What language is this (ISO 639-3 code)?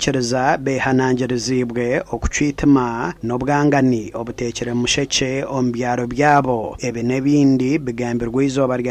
nyn